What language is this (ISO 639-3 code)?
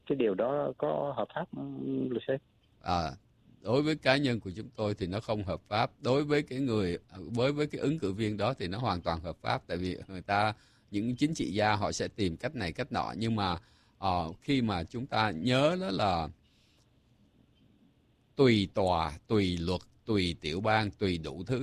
vie